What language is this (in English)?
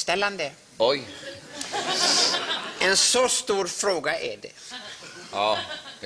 Swedish